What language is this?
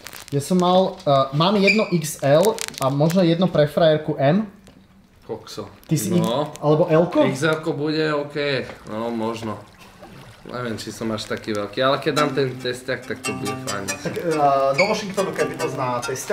Slovak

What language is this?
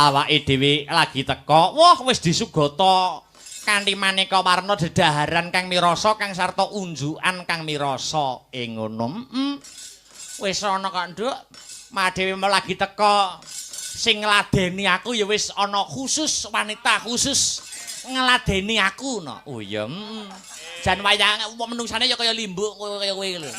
Javanese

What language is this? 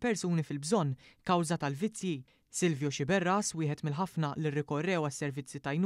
Maltese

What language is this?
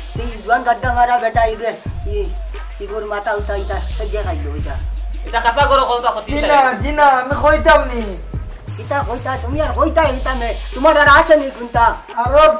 Sylheti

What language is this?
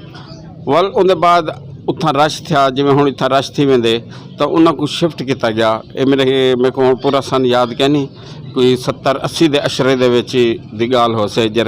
Saraiki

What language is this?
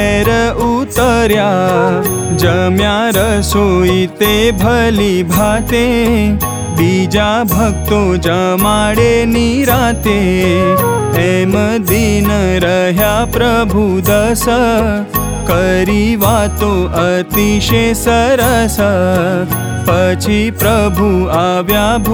Gujarati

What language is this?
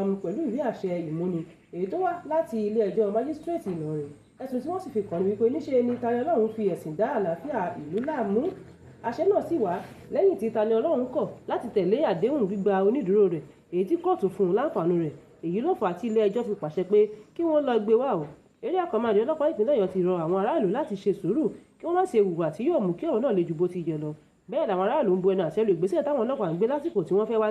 Yoruba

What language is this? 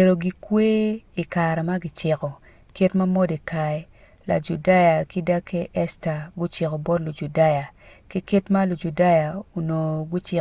Acoli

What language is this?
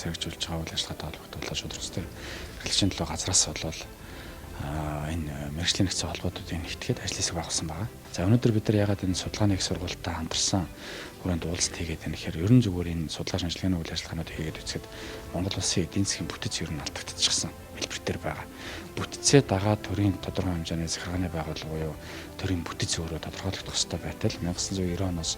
Mongolian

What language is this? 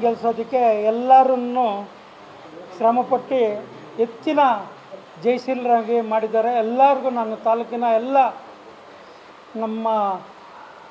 Kannada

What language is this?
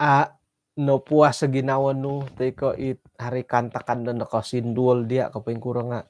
Central Dusun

